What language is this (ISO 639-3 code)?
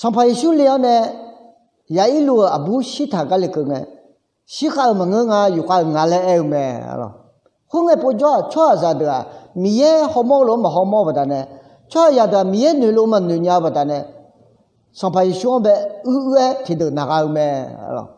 ahk